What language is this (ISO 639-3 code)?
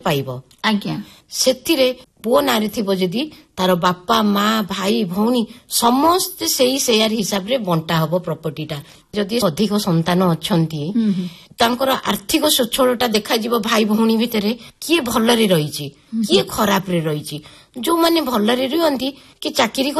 ori